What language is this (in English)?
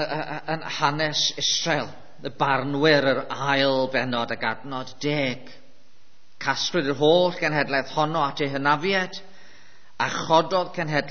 Welsh